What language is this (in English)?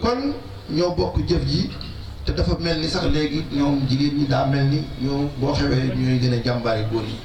Wolof